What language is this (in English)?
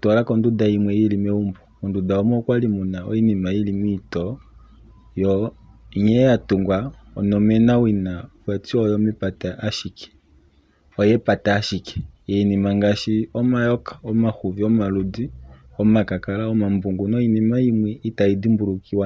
Kuanyama